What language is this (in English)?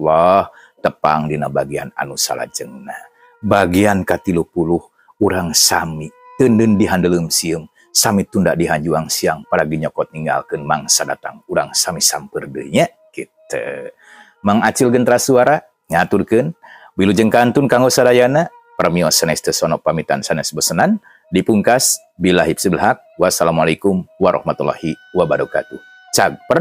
Sundanese